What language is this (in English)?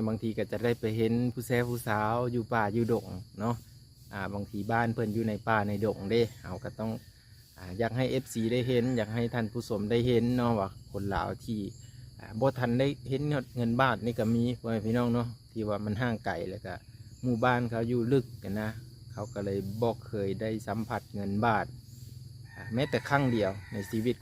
Lao